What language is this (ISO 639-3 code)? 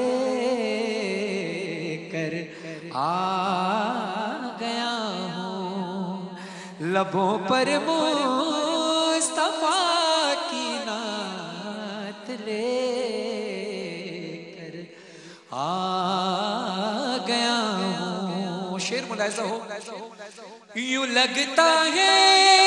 urd